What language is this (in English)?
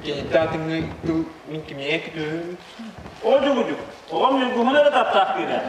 Yakut